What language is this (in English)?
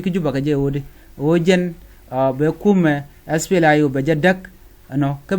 Nuer